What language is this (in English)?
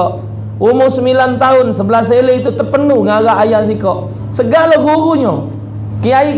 Musi